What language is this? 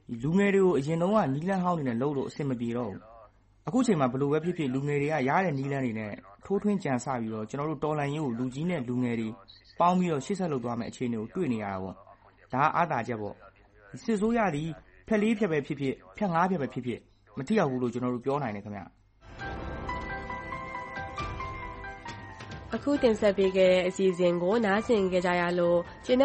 Burmese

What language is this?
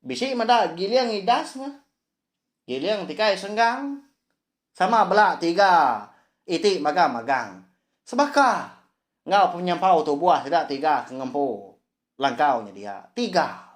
Iban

